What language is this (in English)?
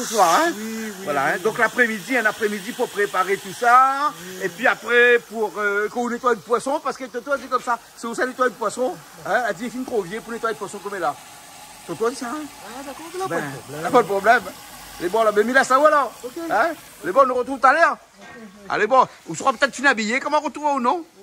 Réunion Creole French